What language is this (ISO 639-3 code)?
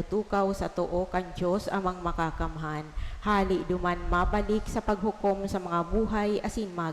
bik